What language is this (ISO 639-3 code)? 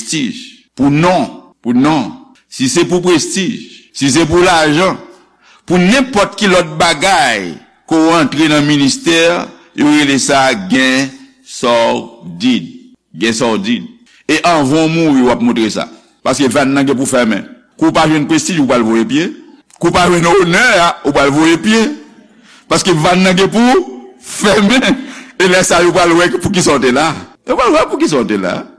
hat